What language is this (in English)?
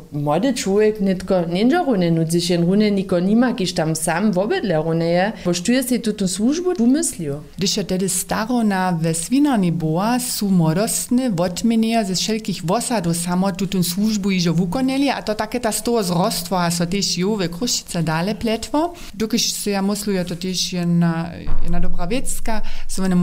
Upper Sorbian